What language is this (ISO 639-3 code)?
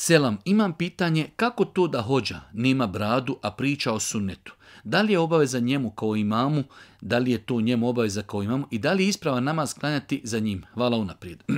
bos